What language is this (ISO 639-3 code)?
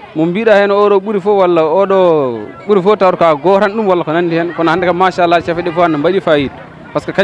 ful